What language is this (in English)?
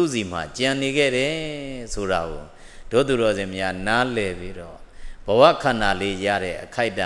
Burmese